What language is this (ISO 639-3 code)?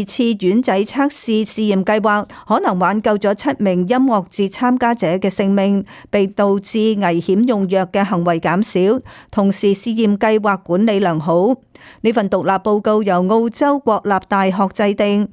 yue